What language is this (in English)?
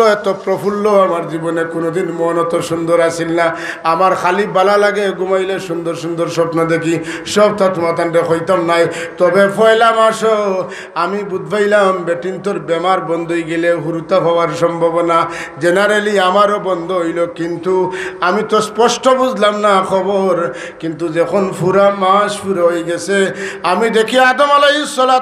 Sylheti